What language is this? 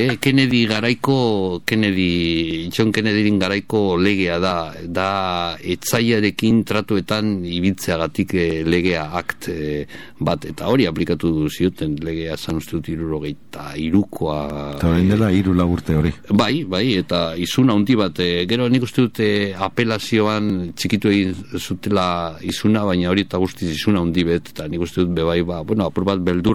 Basque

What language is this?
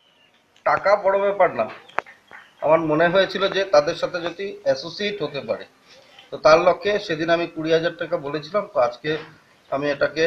Bangla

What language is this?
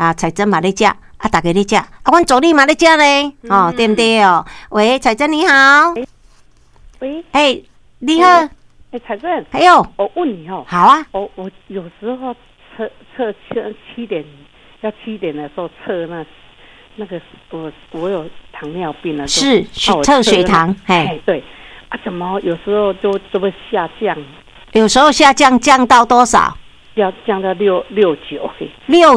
Min Nan Chinese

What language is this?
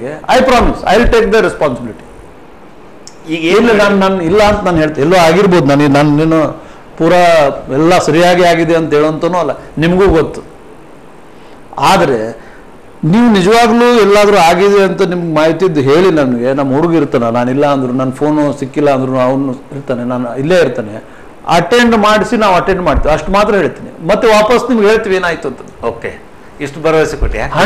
Kannada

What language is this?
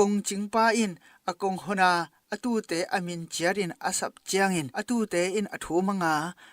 Tedim Chin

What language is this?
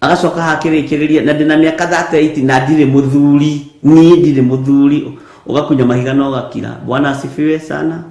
Kikuyu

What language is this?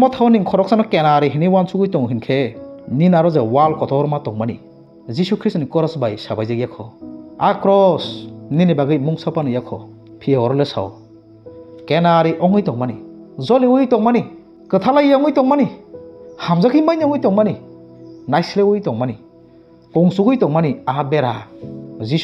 Kok Borok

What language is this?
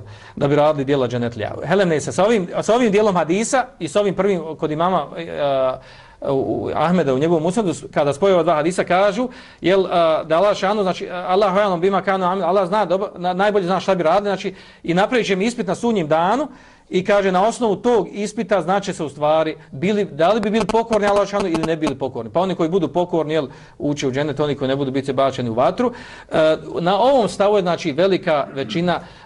Bosnian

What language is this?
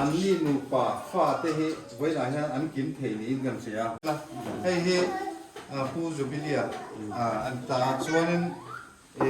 Hmar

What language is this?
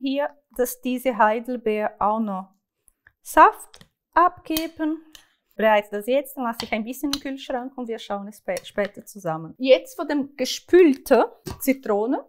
Swiss German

